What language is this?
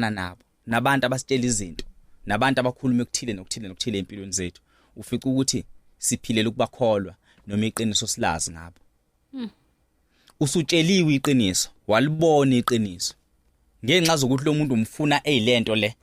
Zulu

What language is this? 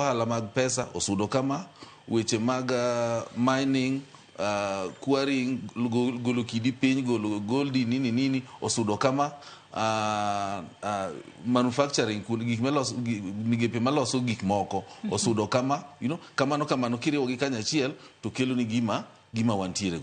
Luo (Kenya and Tanzania)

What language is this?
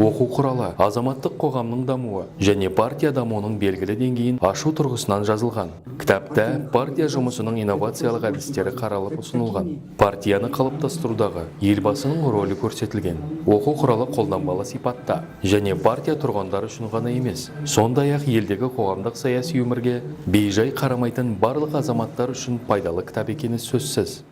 Kazakh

